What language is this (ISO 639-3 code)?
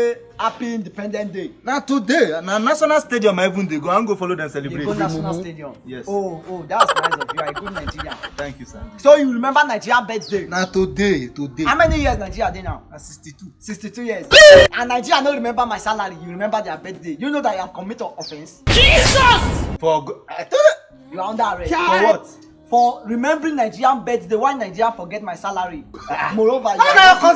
pcm